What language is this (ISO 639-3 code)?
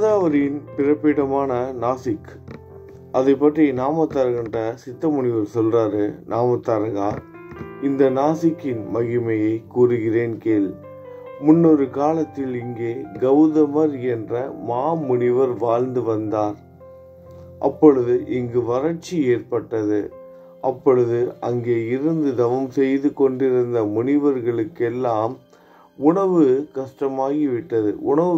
tam